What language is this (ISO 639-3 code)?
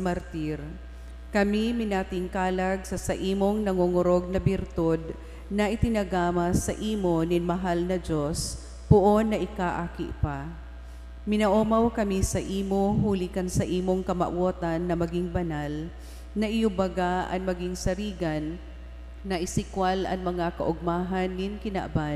bik